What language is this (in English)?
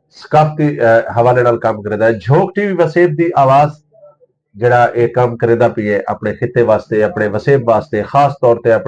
Saraiki